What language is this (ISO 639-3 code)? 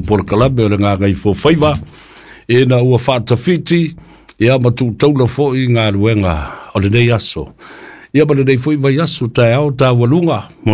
smo